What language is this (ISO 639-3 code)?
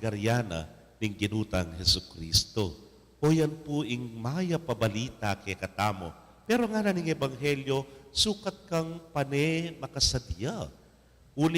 pam